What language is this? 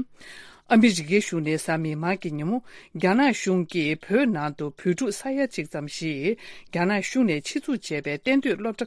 Tibetan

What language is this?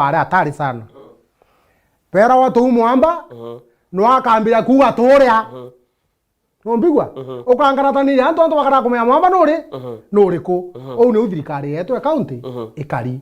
Meru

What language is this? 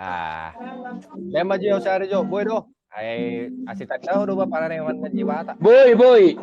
Batak Toba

